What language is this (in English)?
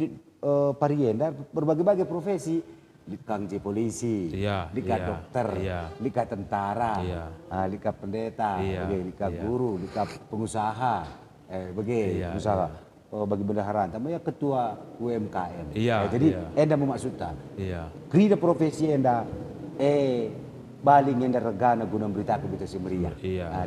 Batak Karo